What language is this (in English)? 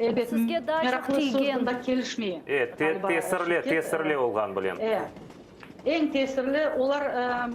Crimean Tatar